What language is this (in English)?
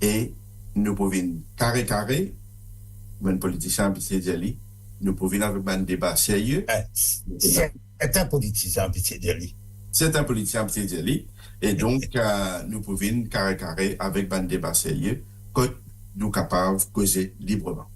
Morisyen